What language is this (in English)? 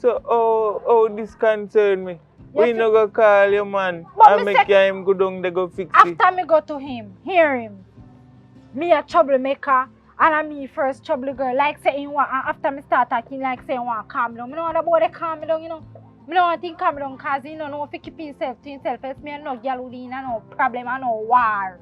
Jamaican Creole English